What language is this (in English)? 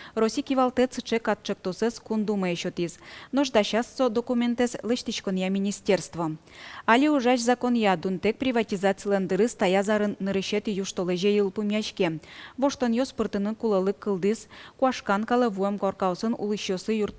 Udmurt